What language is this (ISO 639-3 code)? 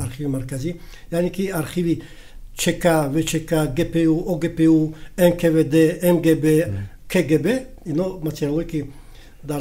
tgk